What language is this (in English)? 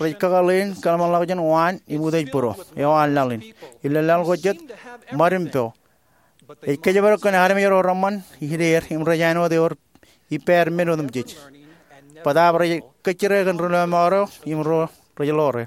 Marshallese